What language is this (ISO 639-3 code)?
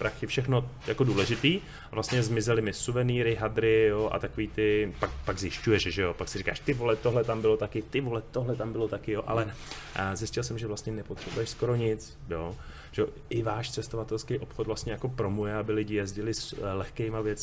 ces